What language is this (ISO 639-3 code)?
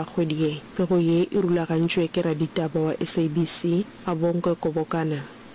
nso